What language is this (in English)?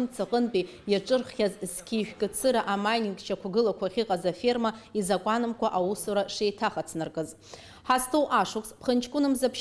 Abkhazian